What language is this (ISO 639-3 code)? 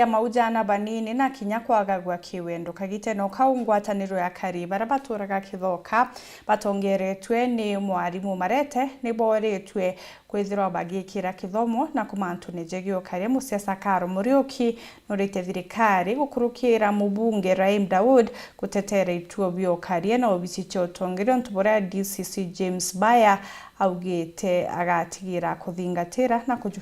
mer